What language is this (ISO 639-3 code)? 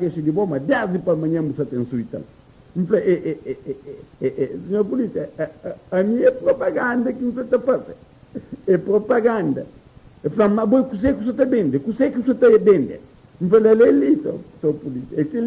kea